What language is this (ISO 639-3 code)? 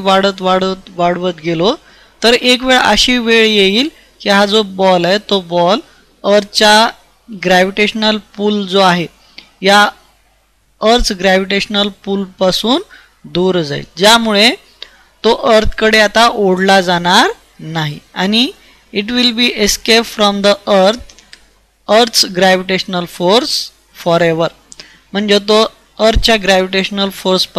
mar